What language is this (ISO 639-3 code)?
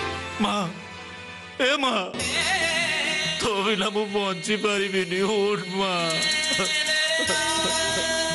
ori